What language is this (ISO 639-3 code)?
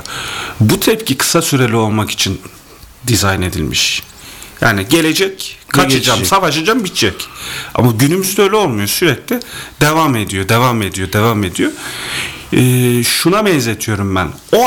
tur